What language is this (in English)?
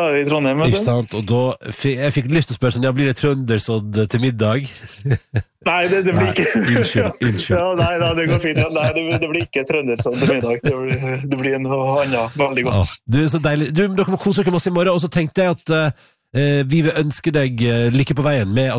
Norwegian